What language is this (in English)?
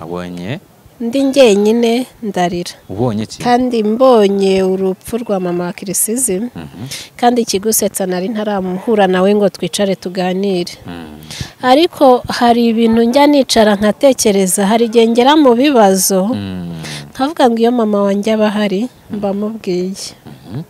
Kinyarwanda